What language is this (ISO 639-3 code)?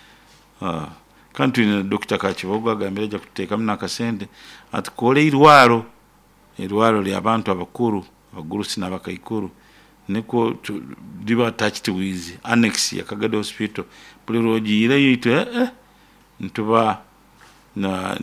nyo